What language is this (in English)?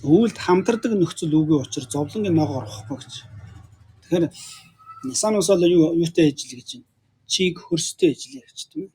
Mongolian